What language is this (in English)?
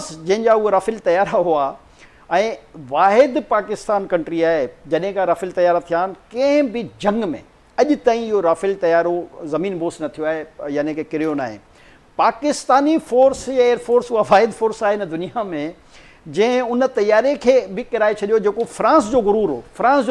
Sindhi